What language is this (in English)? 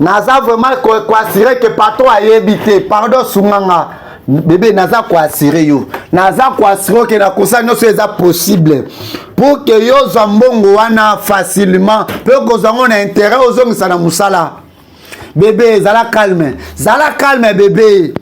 Lingala